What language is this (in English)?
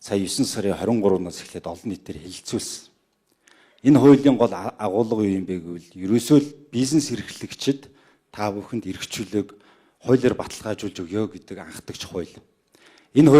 Mongolian